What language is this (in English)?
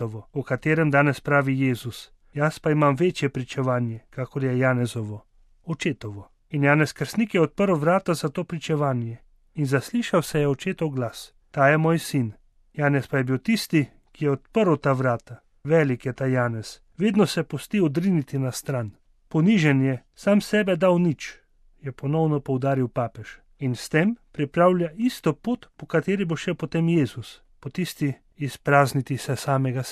Slovenian